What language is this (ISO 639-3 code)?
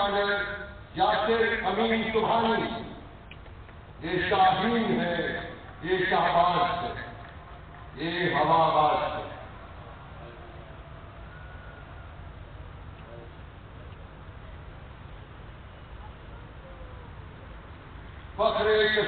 urd